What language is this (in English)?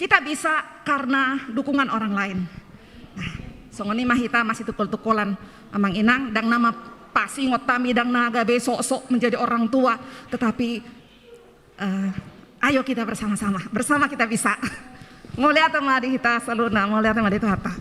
Batak Toba